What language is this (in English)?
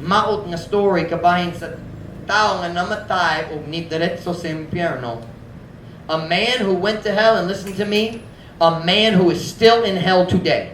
Cebuano